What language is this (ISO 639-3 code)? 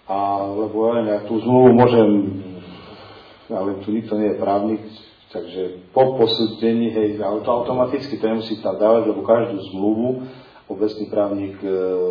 slk